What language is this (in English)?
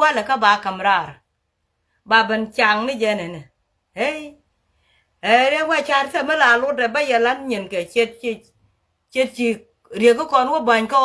Nuer